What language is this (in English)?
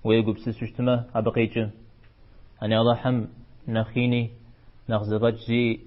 Kabardian